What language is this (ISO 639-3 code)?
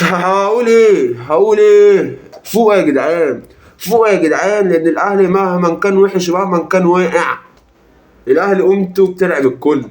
arz